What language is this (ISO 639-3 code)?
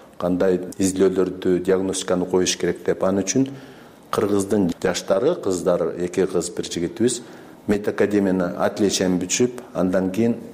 kir